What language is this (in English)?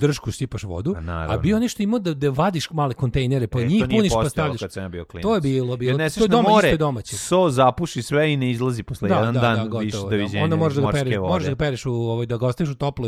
Serbian